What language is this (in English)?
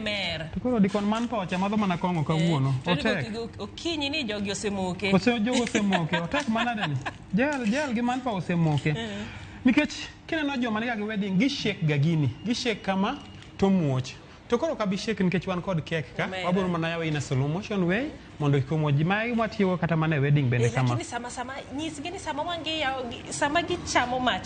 Luo (Kenya and Tanzania)